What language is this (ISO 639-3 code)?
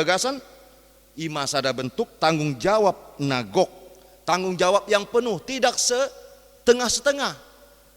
bbc